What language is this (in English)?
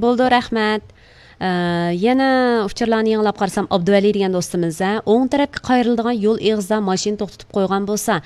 Uyghur